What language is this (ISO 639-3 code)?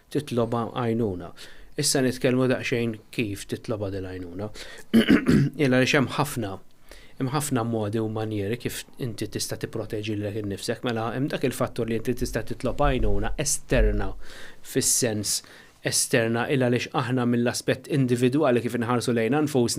mlt